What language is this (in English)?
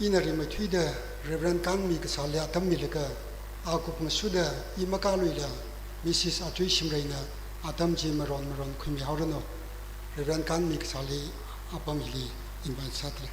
Tangkhul Naga (India)